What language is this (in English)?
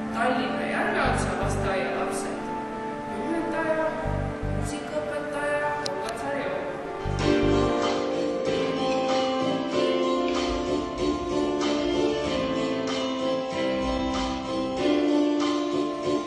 Estonian